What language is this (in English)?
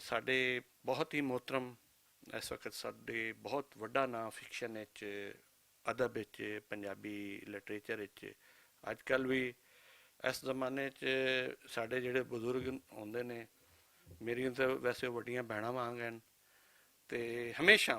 Western Panjabi